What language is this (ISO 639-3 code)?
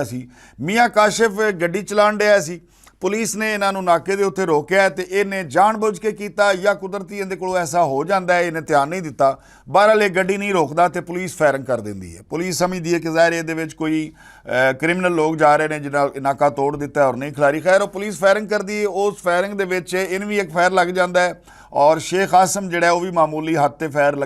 lah